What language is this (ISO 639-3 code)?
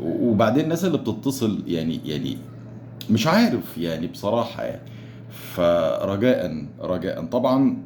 arz